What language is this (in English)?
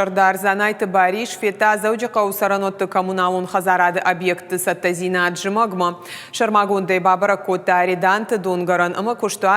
Ossetic